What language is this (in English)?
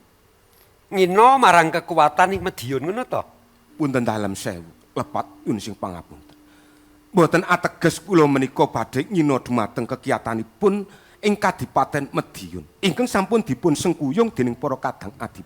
Javanese